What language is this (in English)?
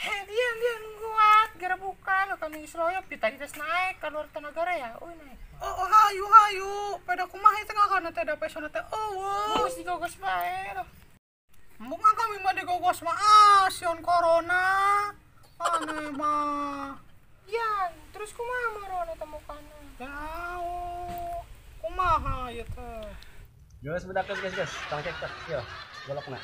Sundanese